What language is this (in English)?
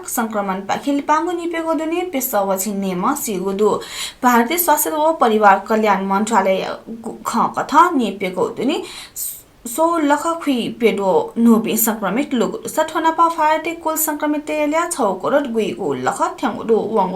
Newari